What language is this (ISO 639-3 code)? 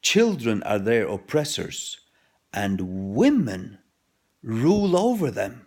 fao